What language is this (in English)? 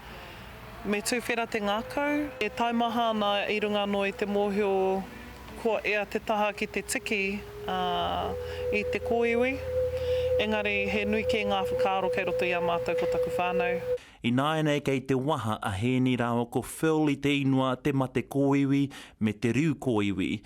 Māori